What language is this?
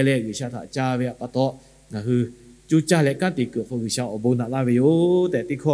Lahu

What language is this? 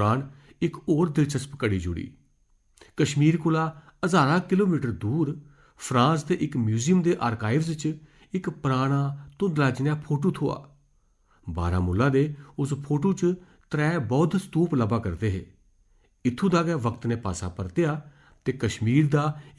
Dogri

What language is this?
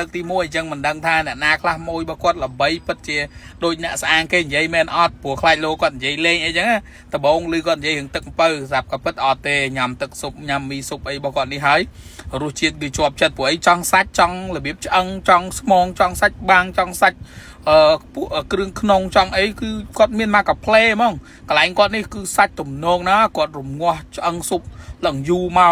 Khmer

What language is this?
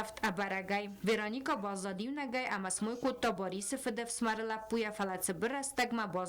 Ossetic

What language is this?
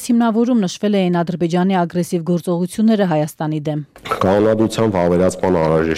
Armenian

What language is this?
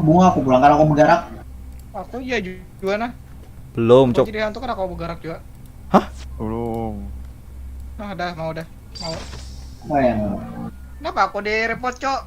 Banjar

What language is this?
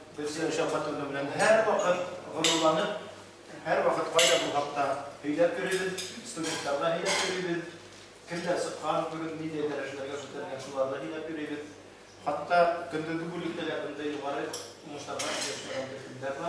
Bashkir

